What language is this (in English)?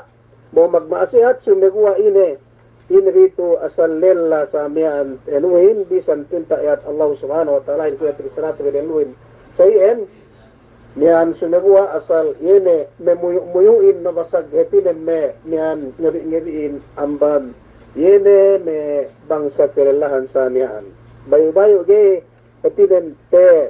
Yakan